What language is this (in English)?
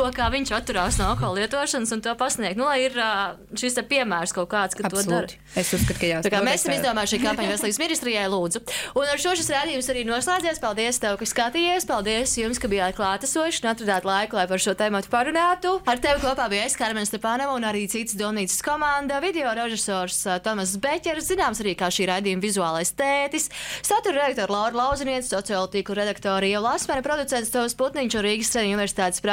Latvian